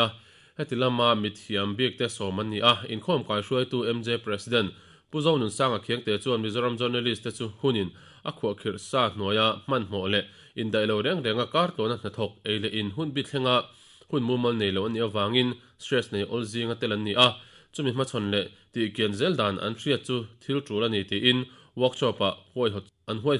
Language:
Mizo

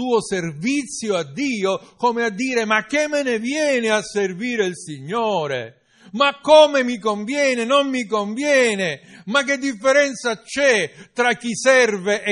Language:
Italian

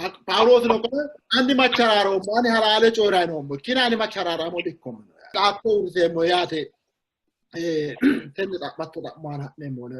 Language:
Sidamo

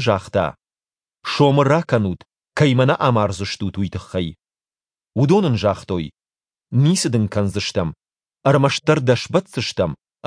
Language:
Ossetic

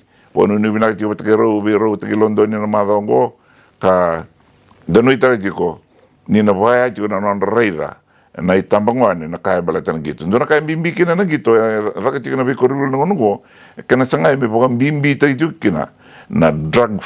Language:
Fijian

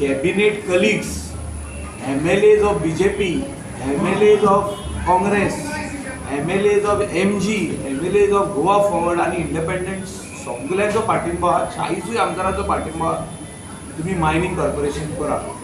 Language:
Konkani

